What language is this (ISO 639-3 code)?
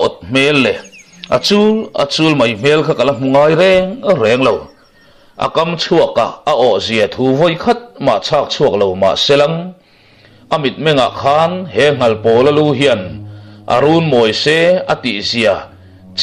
lus